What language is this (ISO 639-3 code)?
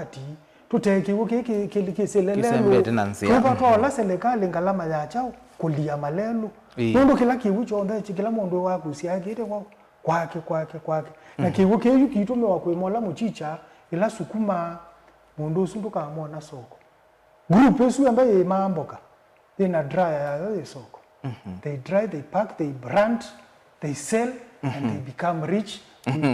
kam